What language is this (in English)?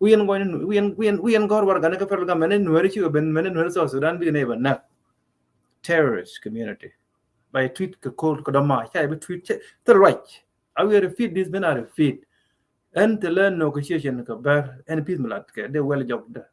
Nuer